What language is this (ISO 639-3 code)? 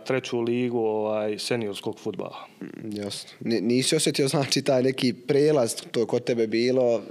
bos